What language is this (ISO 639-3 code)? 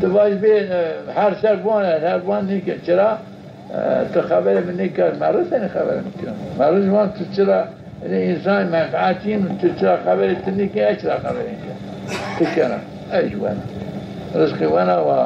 zza